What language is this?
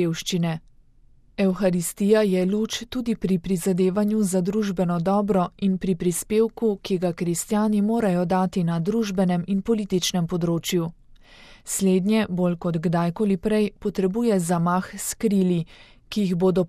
Slovenian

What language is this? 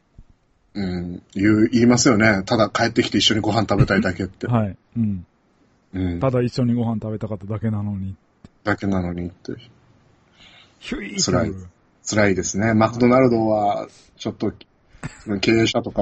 Japanese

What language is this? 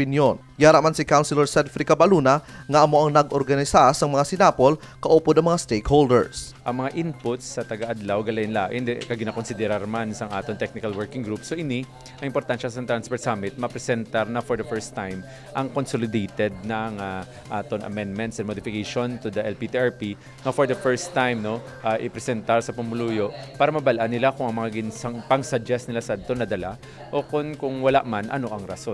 Hiligaynon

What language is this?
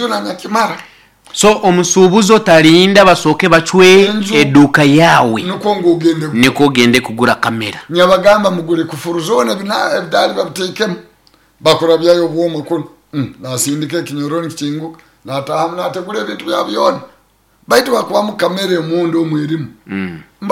Nyoro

